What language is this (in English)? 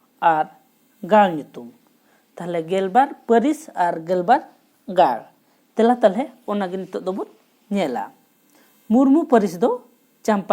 Santali